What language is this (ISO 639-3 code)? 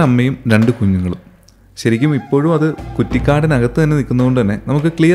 mal